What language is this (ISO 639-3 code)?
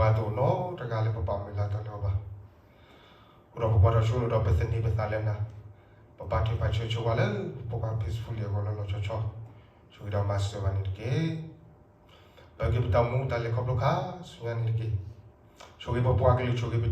ksw